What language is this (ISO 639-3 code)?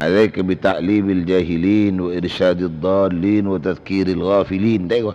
mad